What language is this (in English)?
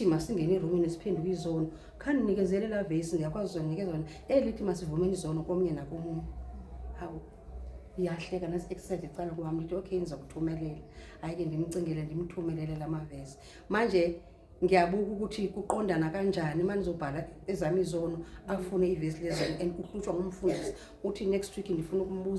Zulu